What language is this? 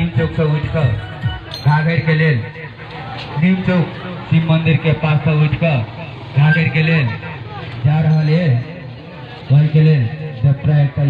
Maithili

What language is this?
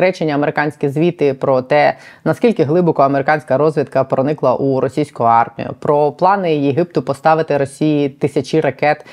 Ukrainian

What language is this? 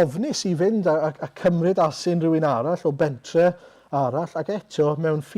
Welsh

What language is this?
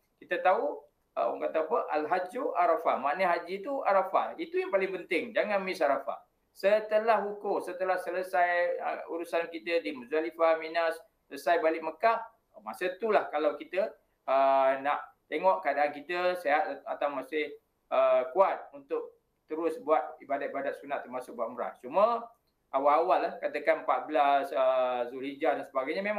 Malay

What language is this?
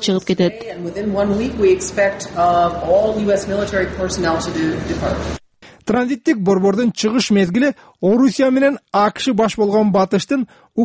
Kyrgyz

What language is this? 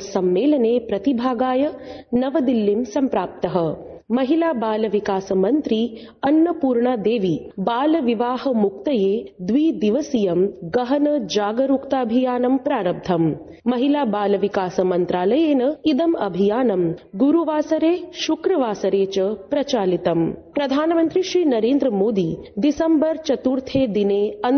Sanskrit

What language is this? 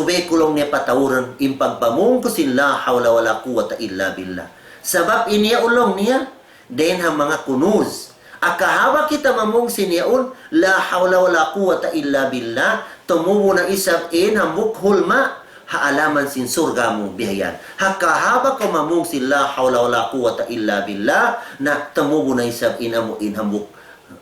Tausug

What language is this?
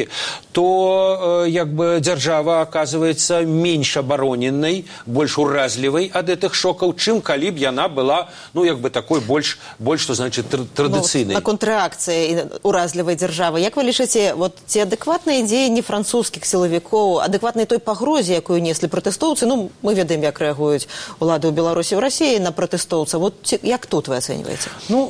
Belarusian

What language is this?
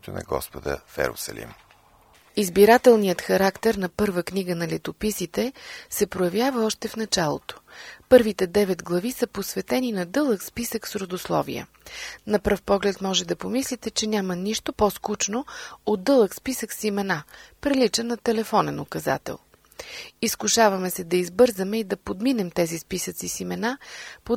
Bulgarian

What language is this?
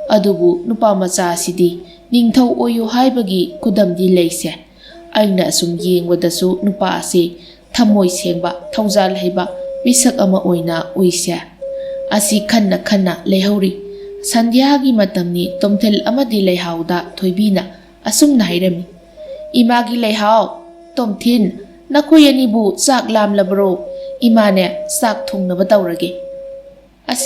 Manipuri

